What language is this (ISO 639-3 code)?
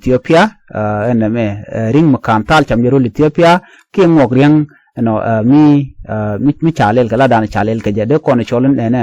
nus